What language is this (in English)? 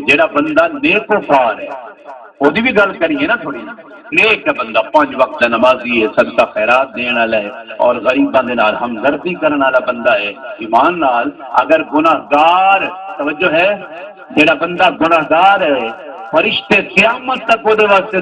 Saraiki